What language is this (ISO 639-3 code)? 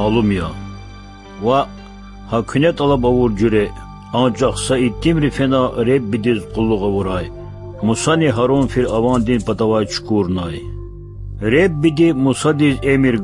lez